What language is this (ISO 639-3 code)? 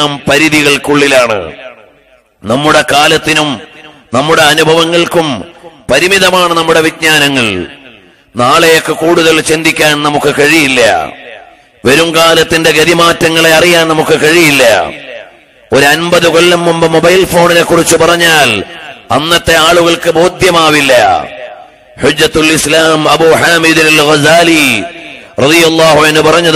mal